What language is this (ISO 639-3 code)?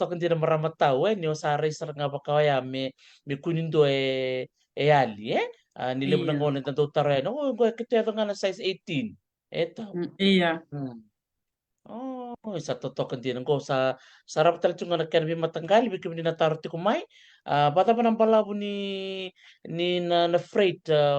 fij